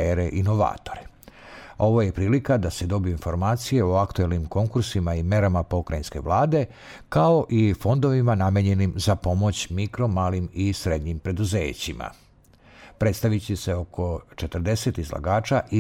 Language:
Serbian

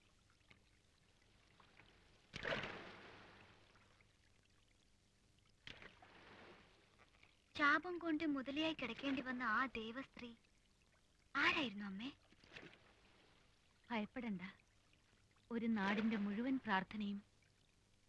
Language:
Malayalam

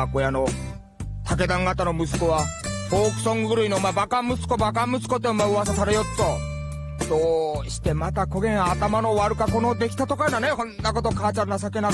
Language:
Japanese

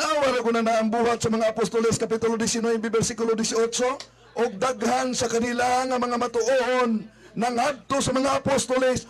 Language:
Cebuano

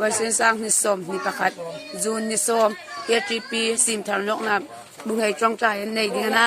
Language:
Hmar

